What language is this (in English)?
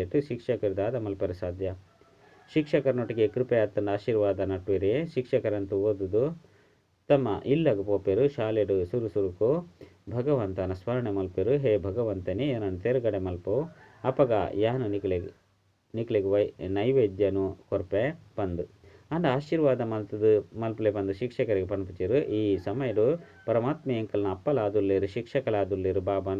Tulu